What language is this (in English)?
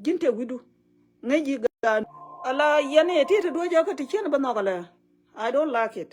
Nuer